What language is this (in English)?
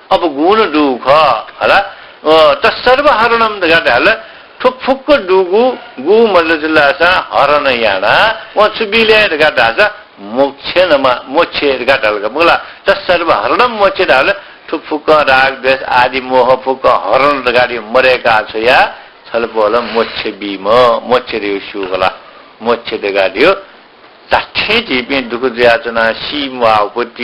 Newari